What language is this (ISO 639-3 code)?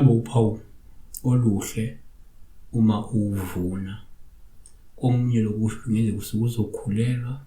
zul